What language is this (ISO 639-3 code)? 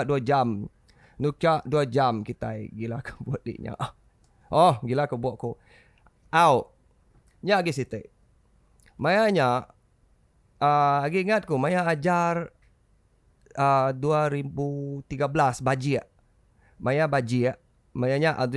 iba